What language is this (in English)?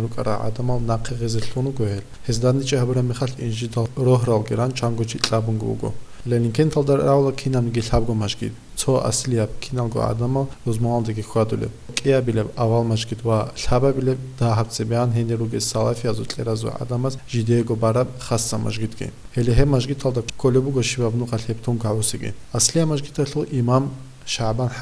Avaric